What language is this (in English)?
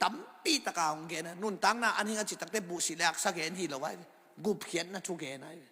Tedim Chin